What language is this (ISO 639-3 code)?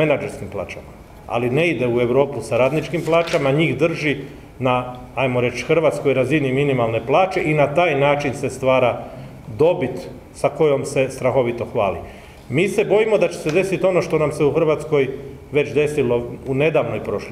hrv